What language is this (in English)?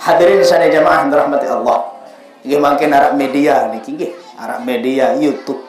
Sasak